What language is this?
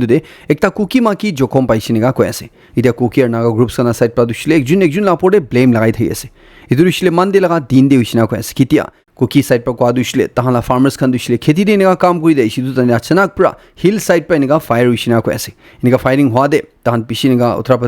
Naga Pidgin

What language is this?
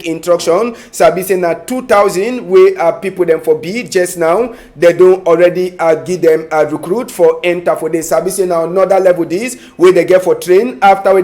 Cameroon Pidgin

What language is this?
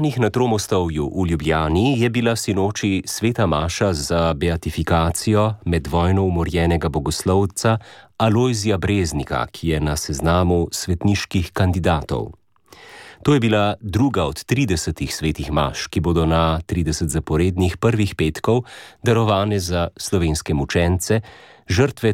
Slovenian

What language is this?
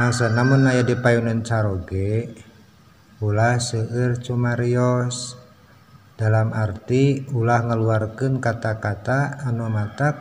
Sundanese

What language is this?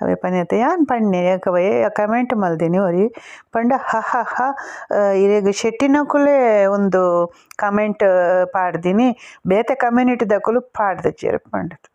Tulu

